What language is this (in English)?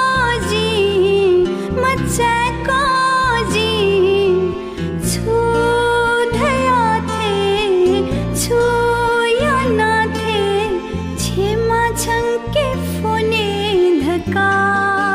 Newari